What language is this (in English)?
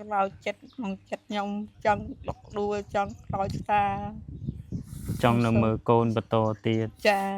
Khmer